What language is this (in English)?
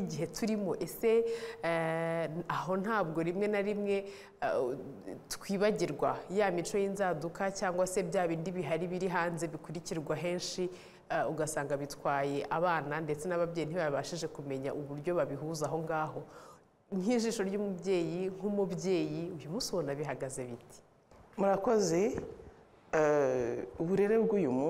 Kinyarwanda